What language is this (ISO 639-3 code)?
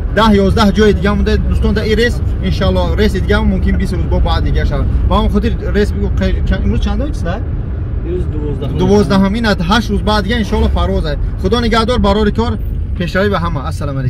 tgk